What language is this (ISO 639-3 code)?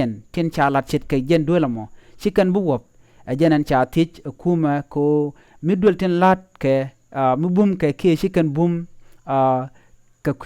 nus